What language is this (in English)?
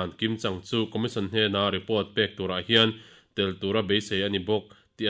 Mizo